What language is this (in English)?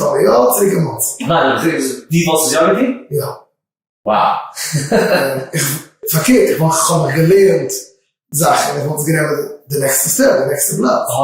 Yiddish